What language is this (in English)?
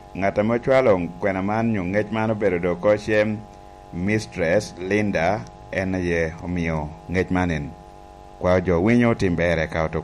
Lango (Uganda)